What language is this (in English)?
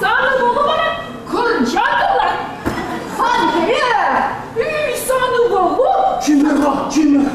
Chuvash